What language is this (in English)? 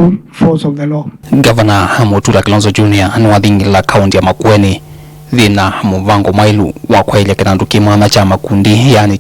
Kamba